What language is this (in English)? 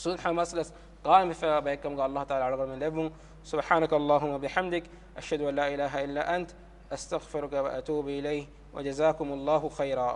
Divehi